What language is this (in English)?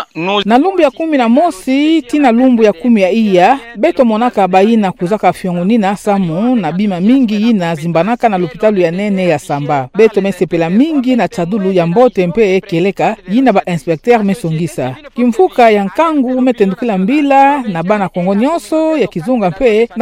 Kituba (Democratic Republic of Congo)